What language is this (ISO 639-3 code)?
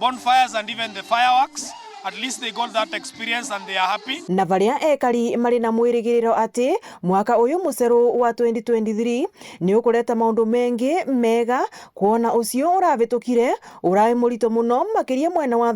mer